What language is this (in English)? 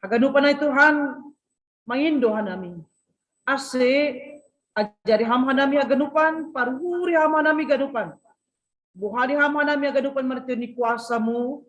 Batak Simalungun